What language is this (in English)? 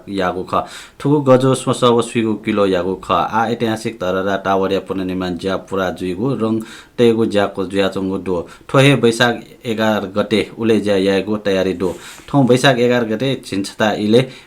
Newari